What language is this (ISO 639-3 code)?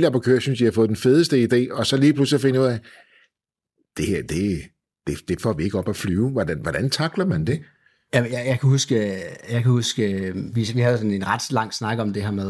dan